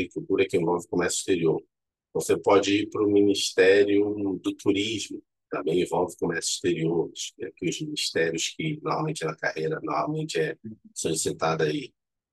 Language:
Portuguese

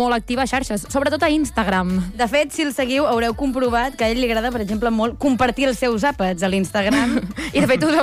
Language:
Catalan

